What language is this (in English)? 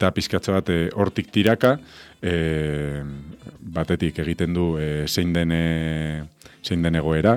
Basque